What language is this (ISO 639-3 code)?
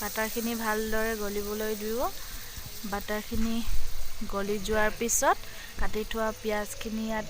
asm